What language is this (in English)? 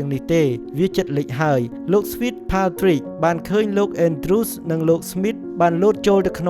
Khmer